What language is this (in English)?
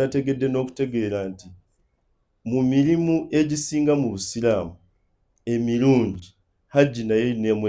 Ganda